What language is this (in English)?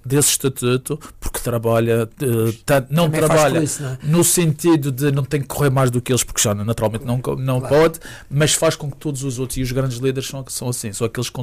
Portuguese